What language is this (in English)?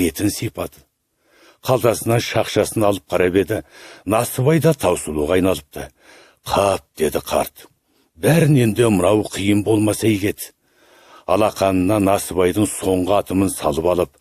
Kazakh